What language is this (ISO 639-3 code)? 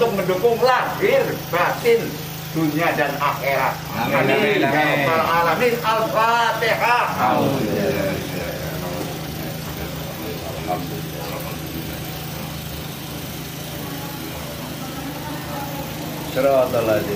jav